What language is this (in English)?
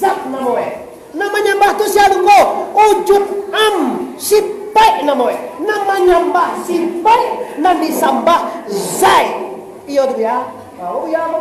Minangkabau